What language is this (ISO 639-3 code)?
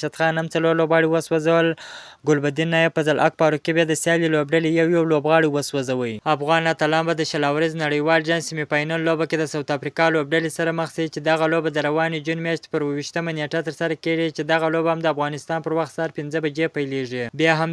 pus